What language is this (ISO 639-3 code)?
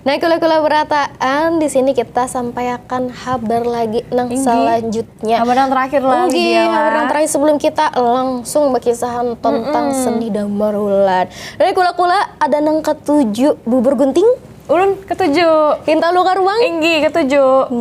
bjn